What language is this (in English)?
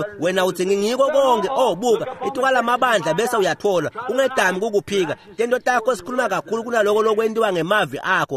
Swati